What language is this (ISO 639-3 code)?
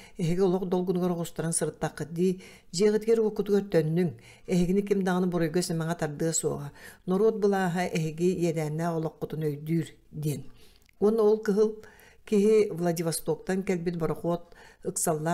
sah